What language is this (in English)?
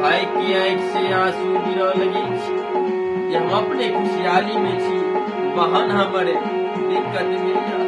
Maithili